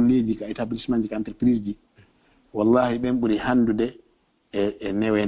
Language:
Fula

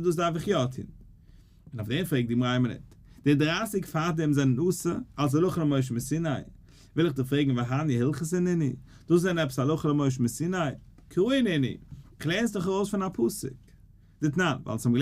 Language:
Yiddish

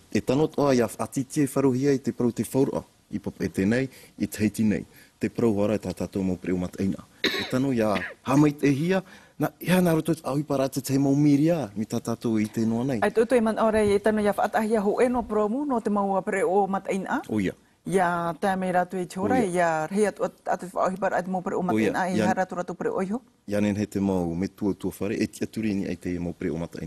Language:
Tahitian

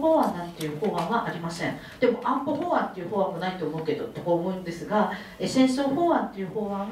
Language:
Japanese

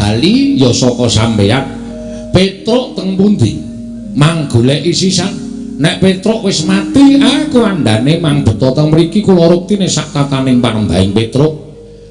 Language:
Javanese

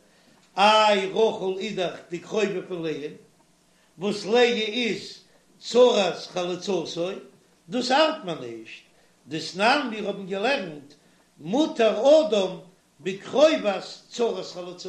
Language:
Yiddish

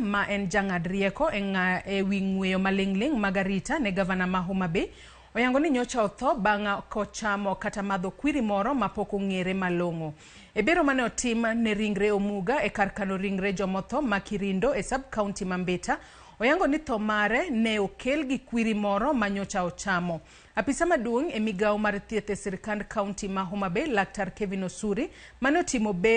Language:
Luo (Kenya and Tanzania)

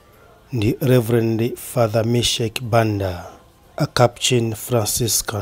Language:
Nyanja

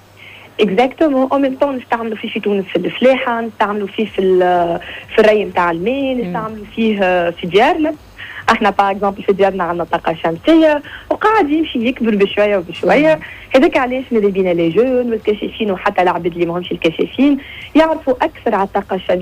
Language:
Tunisian Arabic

